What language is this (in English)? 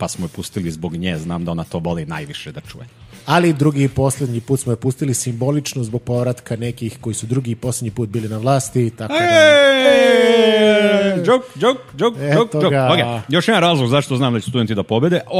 Serbian